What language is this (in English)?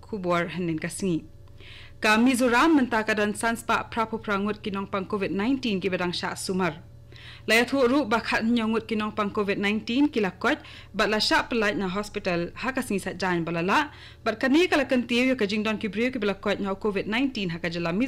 Khasi